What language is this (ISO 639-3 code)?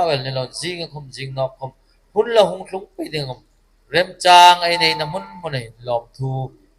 hmr